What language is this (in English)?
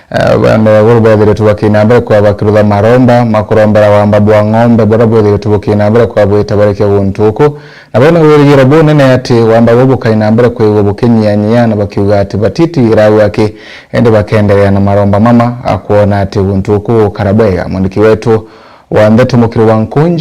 Meru